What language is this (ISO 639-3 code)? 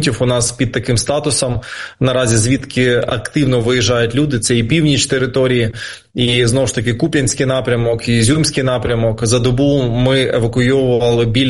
ukr